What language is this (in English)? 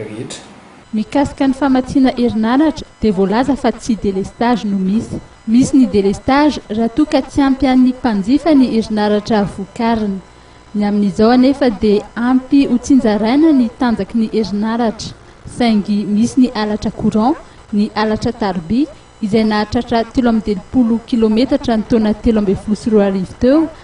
Malagasy